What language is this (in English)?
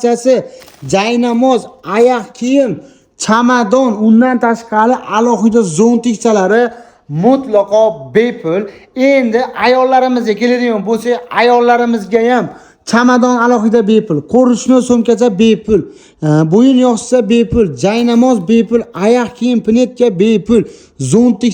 Uzbek